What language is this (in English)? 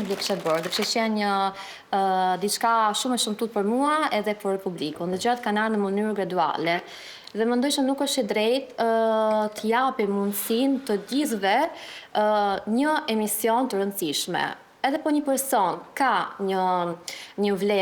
Albanian